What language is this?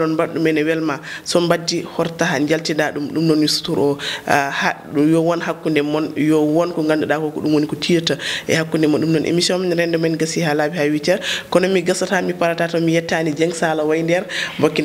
Fula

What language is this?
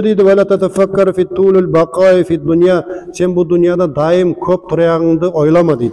Nogai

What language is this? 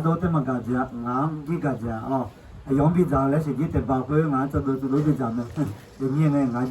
Akha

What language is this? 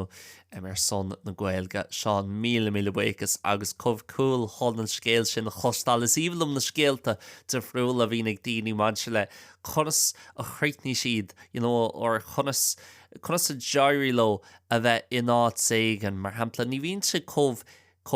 Irish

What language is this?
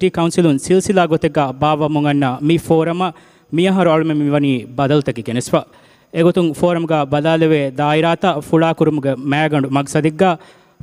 Divehi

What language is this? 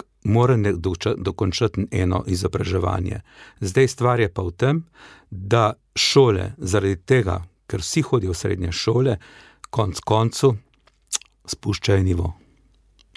Slovenian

